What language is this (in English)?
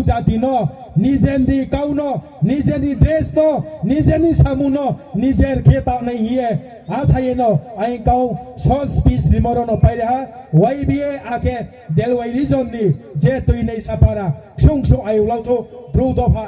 Riang (India)